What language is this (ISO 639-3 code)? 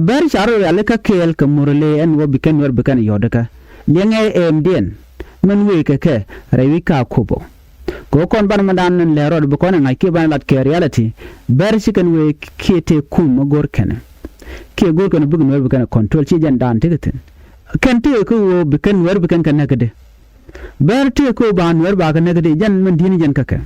nus